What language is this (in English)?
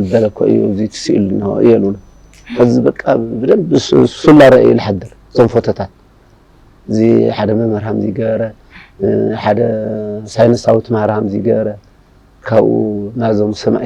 Tigrinya